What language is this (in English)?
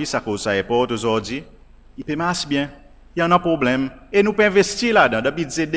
Seselwa Creole French